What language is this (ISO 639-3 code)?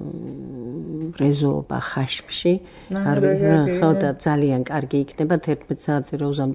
kat